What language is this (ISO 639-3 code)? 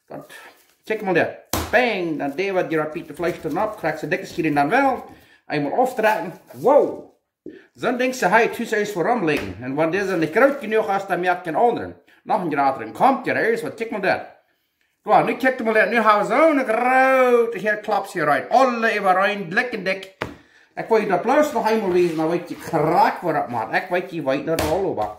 pdt